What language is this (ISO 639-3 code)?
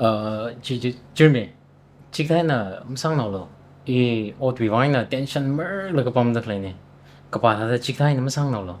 nmf